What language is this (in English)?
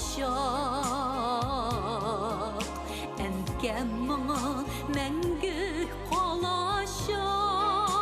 Bashkir